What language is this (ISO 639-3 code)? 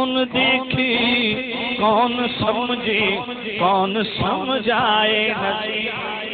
urd